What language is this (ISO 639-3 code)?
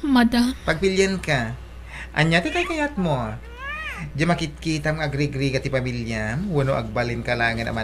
ilo